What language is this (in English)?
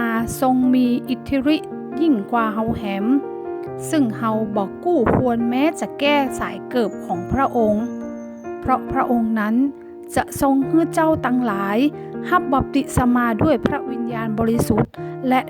Northern Thai